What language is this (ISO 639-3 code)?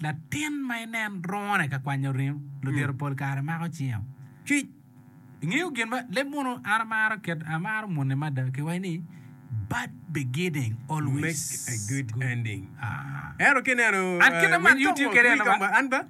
ach